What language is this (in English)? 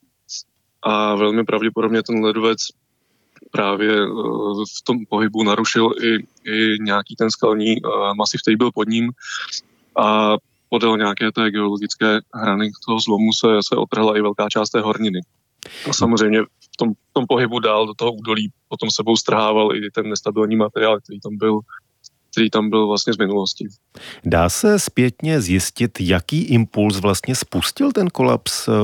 Czech